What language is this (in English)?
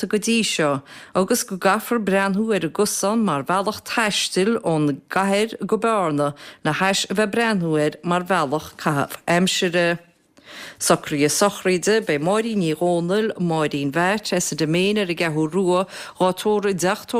Irish